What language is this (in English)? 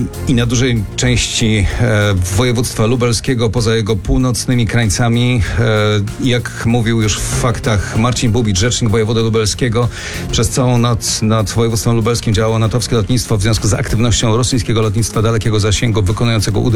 Polish